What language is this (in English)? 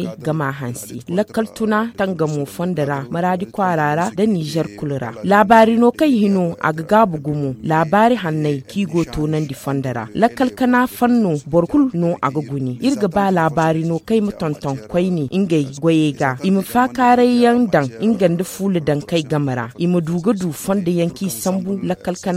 Zarma